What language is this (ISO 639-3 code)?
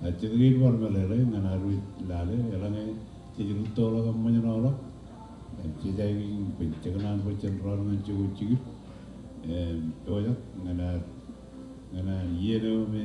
mah